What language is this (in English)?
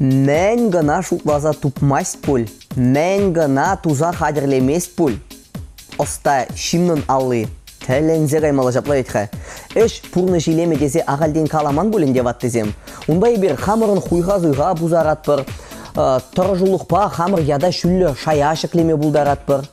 Chuvash